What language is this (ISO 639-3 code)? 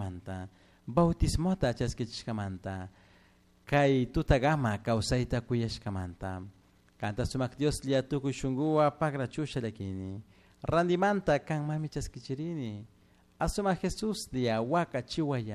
qug